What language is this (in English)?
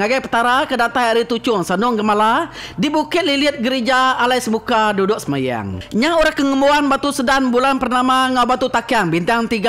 Iban